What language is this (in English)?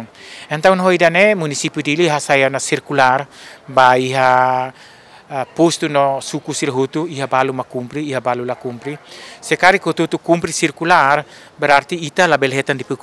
Tetum